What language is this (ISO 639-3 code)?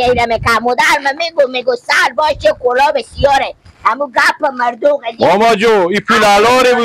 fas